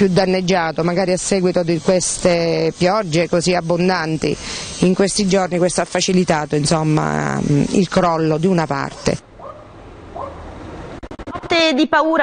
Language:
Italian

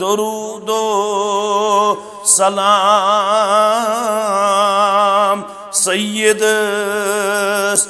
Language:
Kashmiri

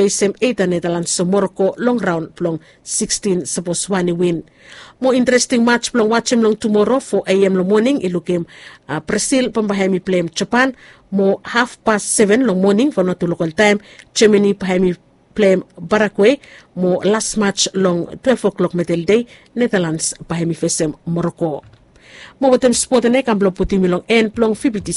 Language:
Bislama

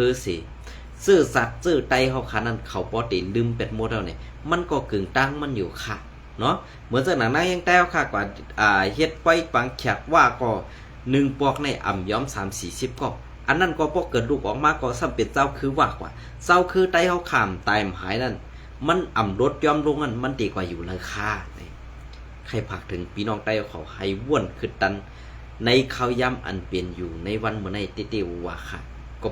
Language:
Shan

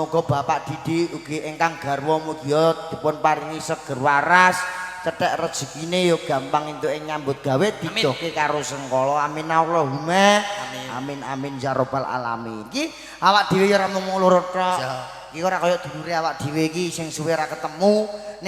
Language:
Javanese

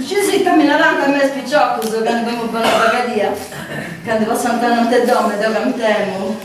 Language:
Sardinian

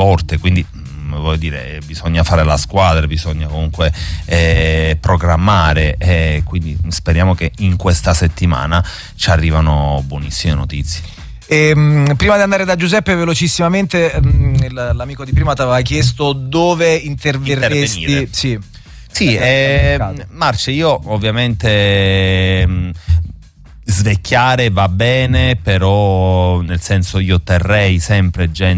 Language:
Italian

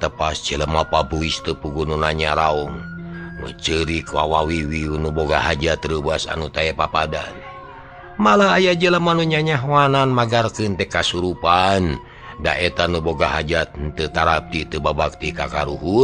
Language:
Sundanese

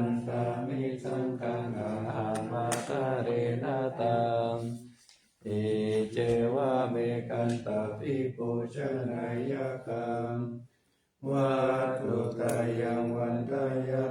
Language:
Pali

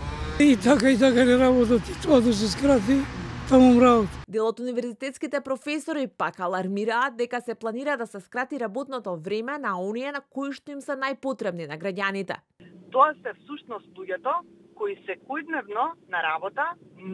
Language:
Macedonian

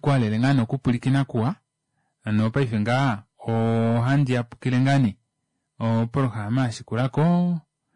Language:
Kuanyama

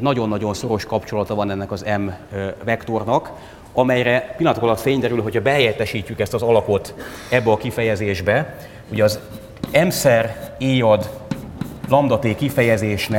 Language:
Hungarian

